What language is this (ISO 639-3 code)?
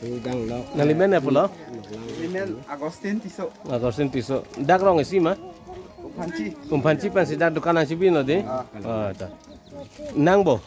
mjw